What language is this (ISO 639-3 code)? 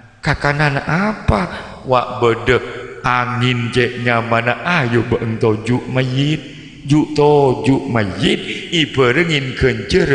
mad